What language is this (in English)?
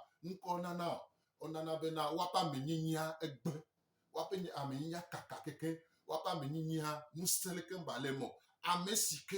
Gen